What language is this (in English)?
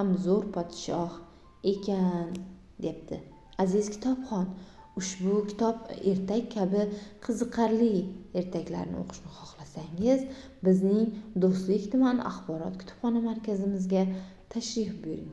Uzbek